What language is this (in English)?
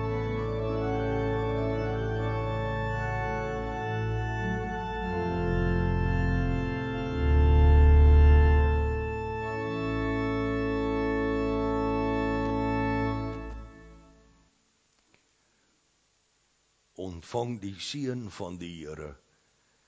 Afrikaans